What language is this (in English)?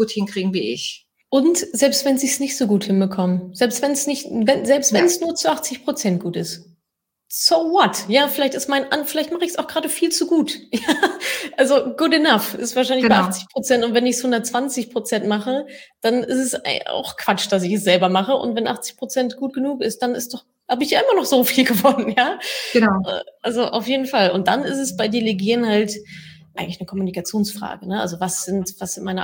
German